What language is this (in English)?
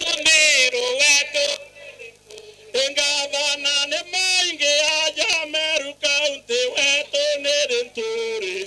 Meru